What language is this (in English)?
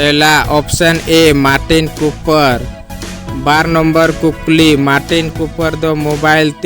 Santali